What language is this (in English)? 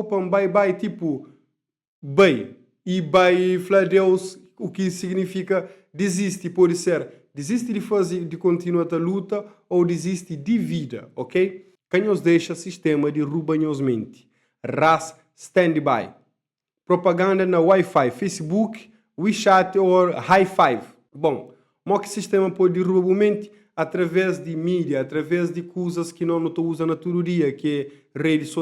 Kabuverdianu